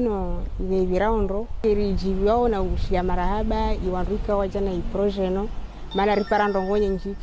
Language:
Ngazidja Comorian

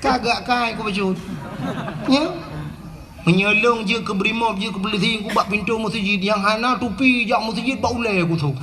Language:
Achinese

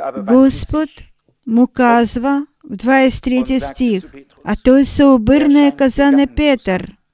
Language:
Bulgarian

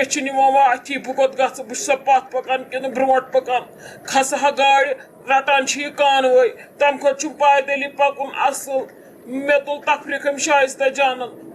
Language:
Kashmiri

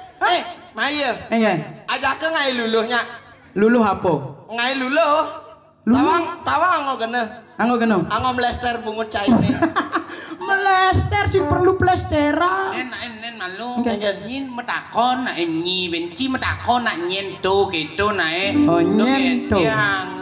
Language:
Balinese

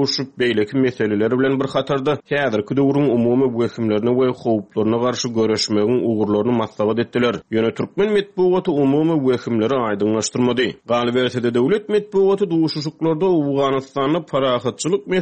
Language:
Turkmen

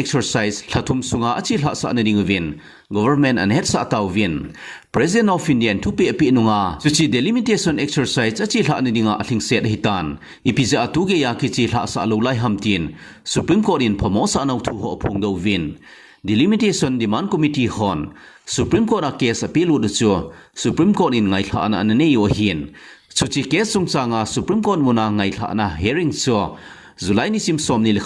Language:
Thado Chin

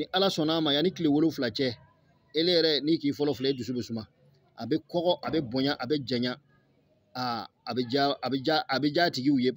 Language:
Bambara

